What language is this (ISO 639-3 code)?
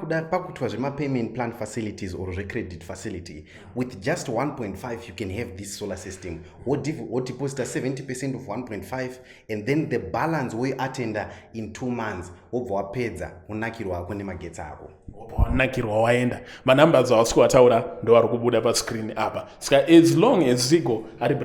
sna